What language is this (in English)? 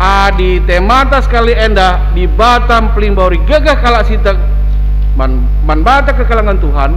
Batak Karo